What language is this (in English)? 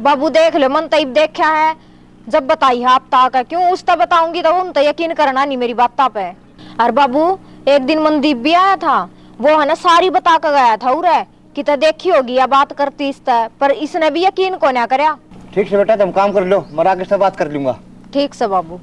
Haryanvi